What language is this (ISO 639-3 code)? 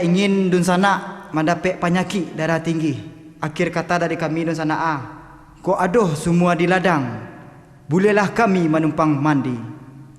min